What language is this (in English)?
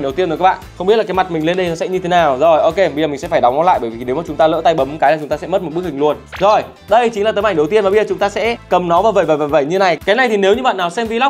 Vietnamese